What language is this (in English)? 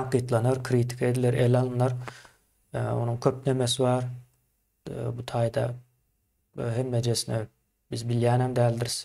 Turkmen